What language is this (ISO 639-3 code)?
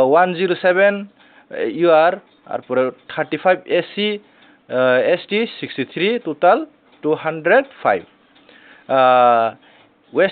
trp